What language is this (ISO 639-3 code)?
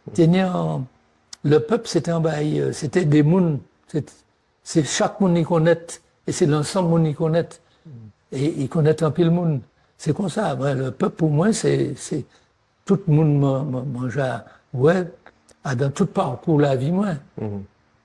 gcf